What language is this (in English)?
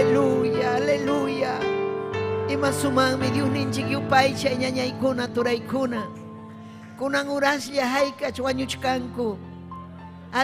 Ayacucho Quechua